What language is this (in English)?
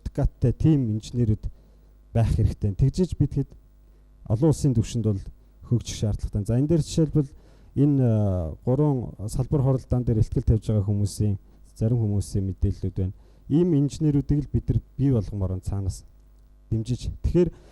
Mongolian